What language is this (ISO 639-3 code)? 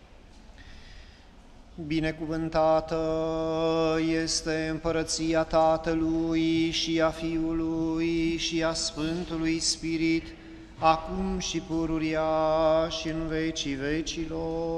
ron